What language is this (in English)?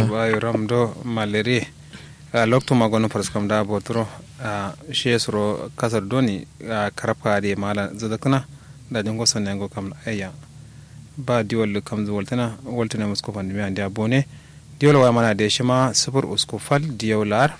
Kanuri